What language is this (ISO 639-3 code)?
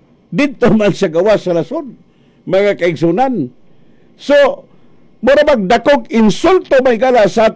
ceb